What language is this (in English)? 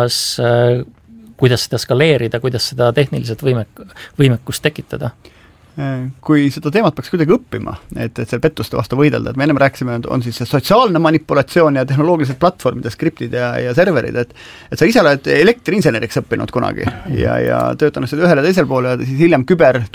Estonian